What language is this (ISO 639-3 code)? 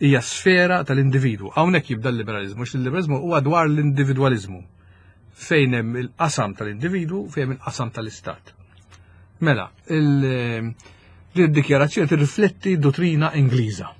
mlt